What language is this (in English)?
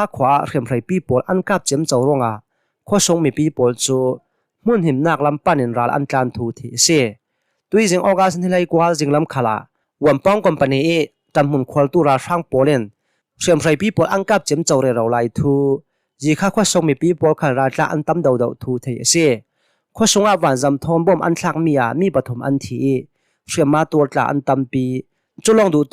Hakha Chin